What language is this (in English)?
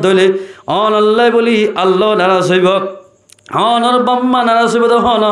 Rohingya